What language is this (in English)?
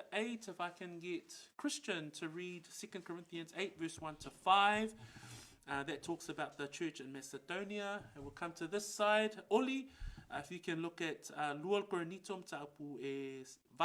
Samoan